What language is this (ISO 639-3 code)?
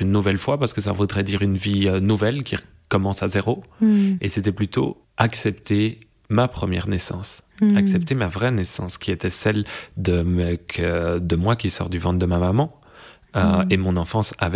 fra